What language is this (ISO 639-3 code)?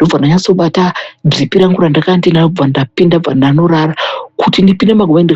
sna